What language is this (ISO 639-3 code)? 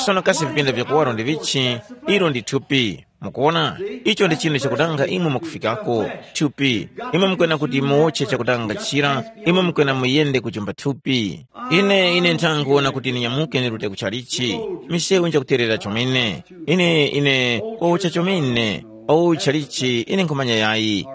tum